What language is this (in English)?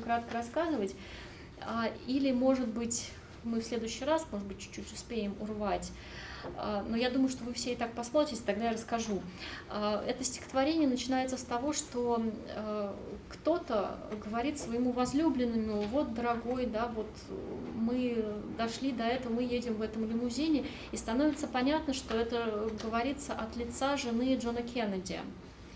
Russian